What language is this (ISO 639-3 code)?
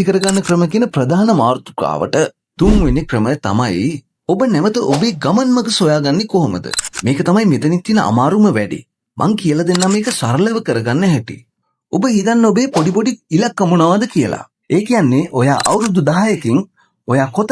sin